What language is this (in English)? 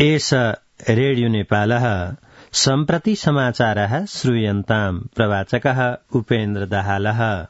Sanskrit